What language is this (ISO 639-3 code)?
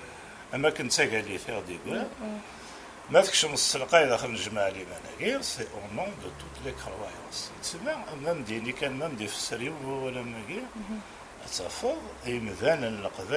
kab